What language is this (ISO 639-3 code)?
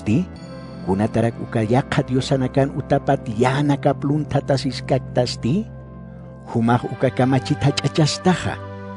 aym